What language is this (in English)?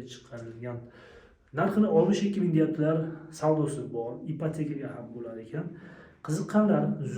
Uzbek